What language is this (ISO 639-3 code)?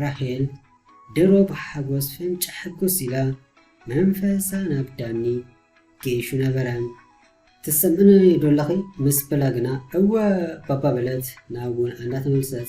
tir